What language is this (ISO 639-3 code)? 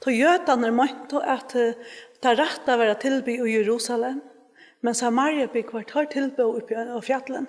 fao